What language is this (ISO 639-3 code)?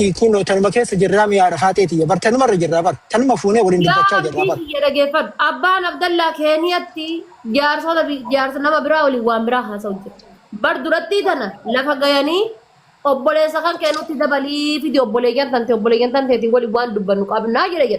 orm